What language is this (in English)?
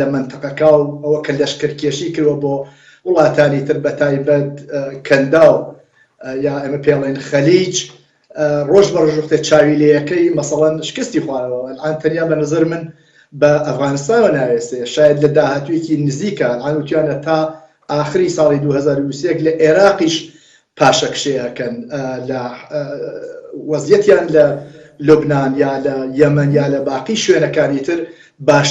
Central Kurdish